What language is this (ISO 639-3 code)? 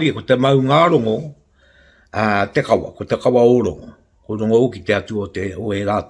mri